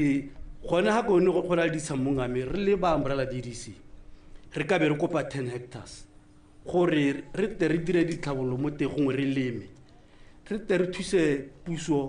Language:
Tswana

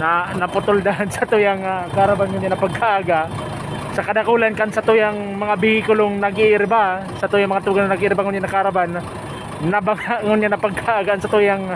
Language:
Bikol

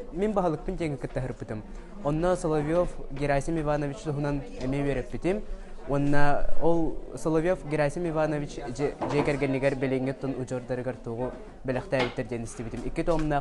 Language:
Yakut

